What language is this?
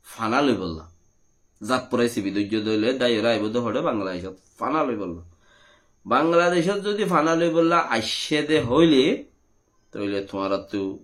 Rohingya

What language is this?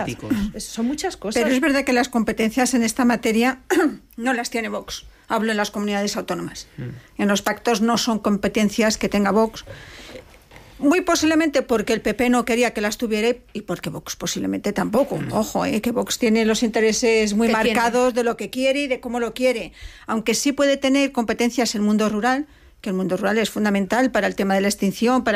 Spanish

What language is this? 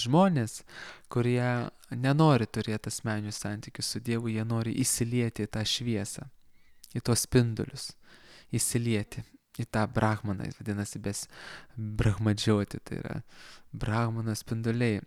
Lithuanian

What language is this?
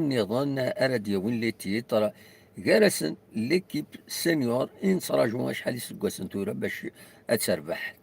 Kabyle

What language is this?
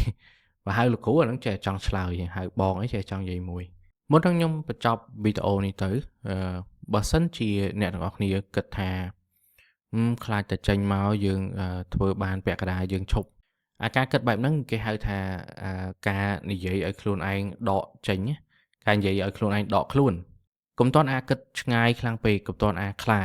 Khmer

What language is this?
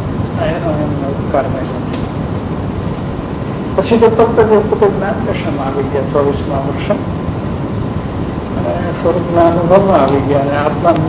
Gujarati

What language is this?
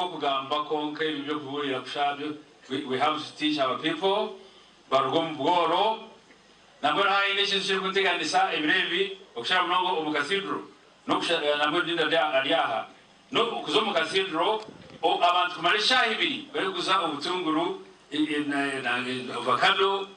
Nyankole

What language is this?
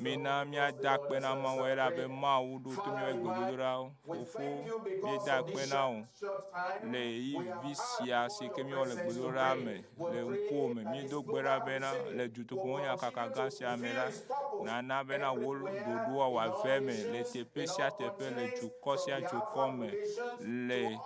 Ewe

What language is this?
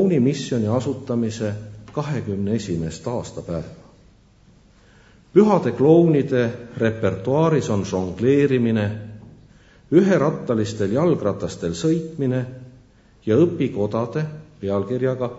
Estonian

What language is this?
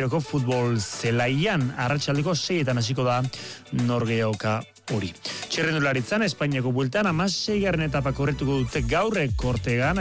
Basque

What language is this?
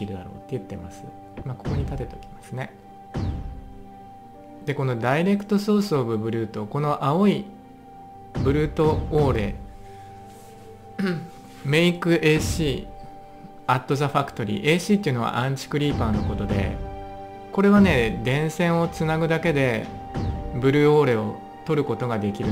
Japanese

